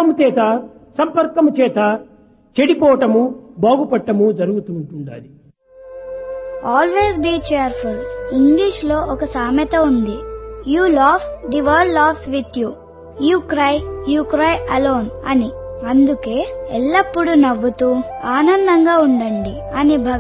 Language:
Telugu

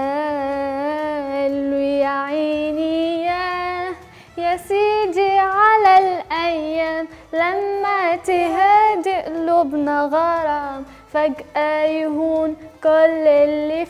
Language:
Tunisian Arabic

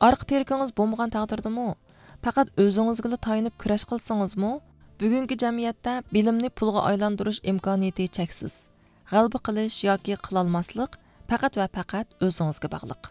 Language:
Uyghur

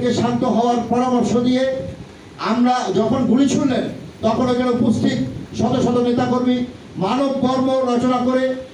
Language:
Bangla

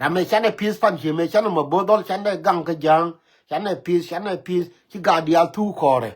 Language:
Nuer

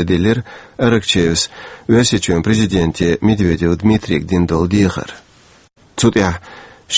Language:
Chechen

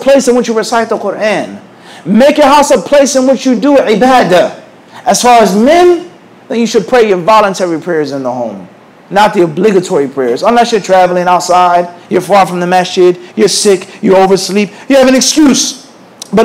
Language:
English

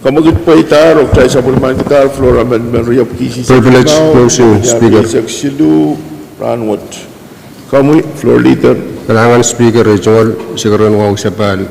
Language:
Pohnpeian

